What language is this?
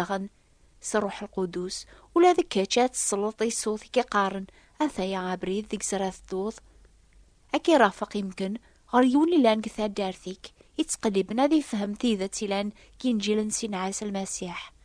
Kabyle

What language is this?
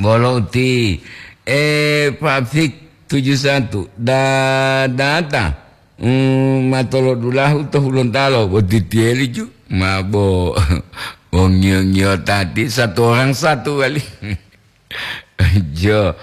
Gorontalo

